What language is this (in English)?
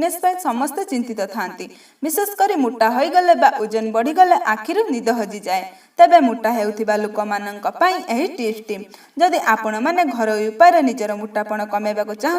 Odia